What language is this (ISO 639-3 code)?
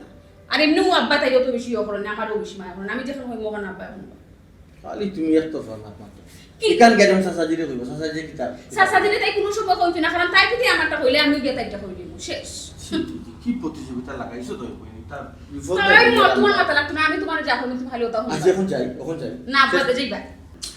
syl